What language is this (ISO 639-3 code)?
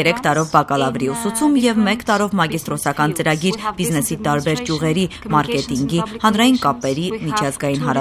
hye